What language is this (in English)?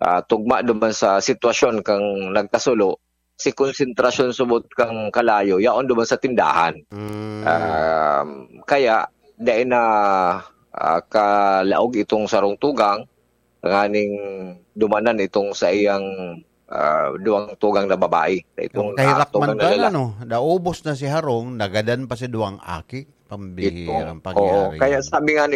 Bikol